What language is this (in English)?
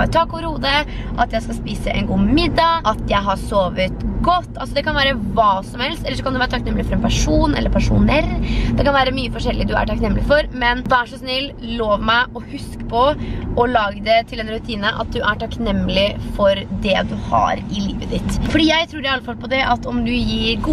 Norwegian